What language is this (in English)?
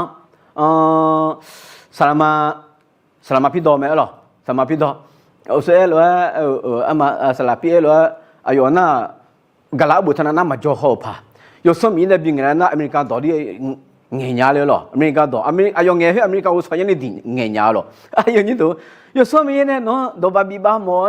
Akha